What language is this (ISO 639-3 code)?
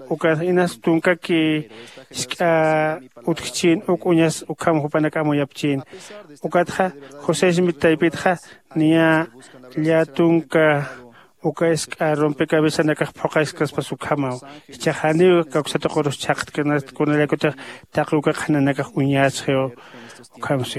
aym